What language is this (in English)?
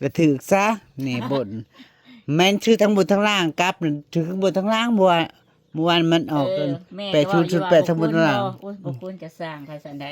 Northeastern Thai